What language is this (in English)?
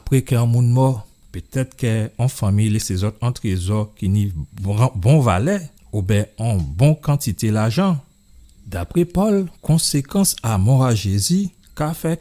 Guadeloupean Creole French